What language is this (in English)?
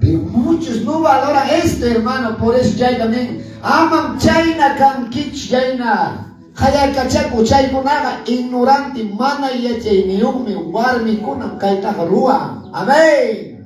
Quechua